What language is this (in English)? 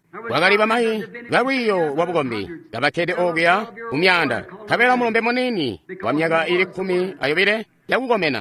Tonga (Zambia)